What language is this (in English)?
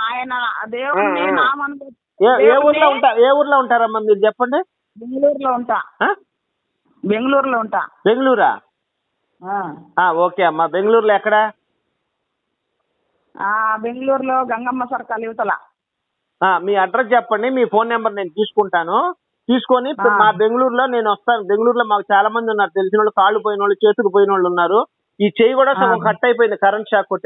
Telugu